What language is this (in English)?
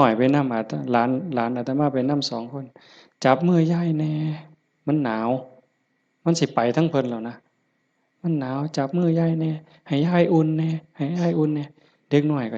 Northeastern Thai